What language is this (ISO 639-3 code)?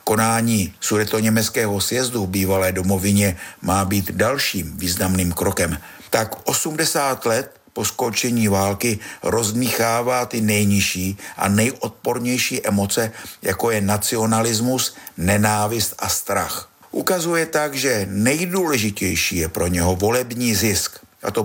ces